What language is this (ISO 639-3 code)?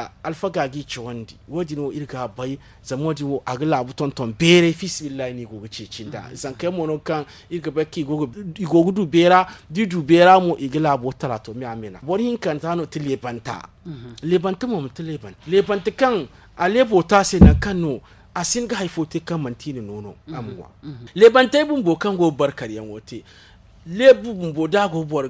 dje